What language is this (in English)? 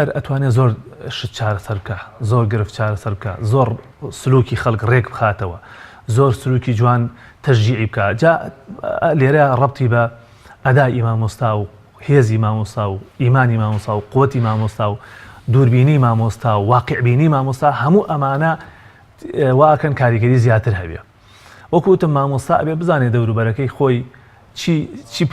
Central Kurdish